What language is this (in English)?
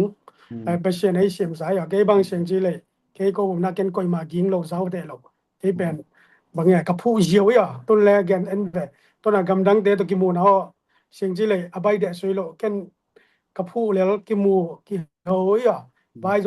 Tedim Chin